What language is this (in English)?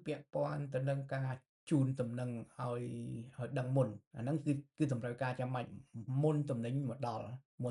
Khmer